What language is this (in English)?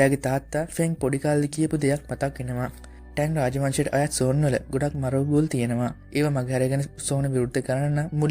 Sinhala